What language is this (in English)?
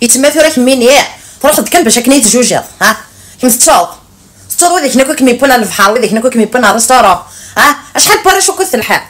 Kabyle